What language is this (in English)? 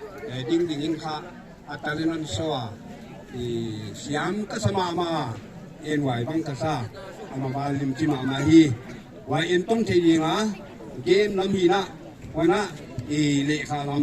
Paite Chin